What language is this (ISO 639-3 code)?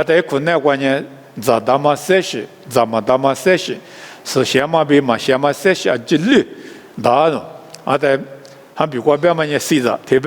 lis